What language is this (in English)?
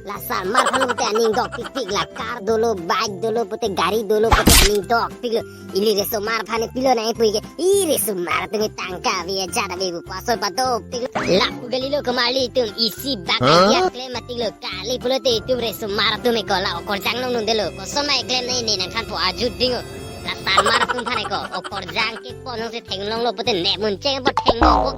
Karbi